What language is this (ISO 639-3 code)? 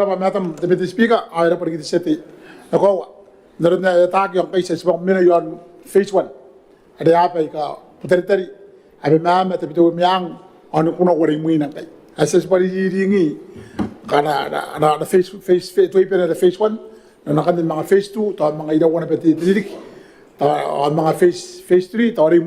gil